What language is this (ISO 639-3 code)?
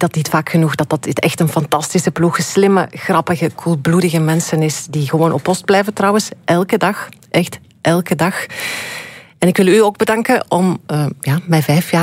nld